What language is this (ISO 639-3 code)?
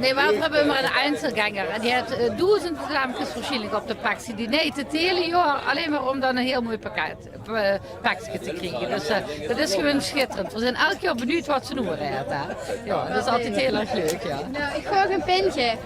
lim